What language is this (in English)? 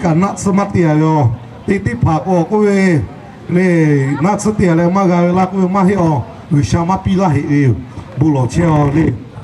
Lahu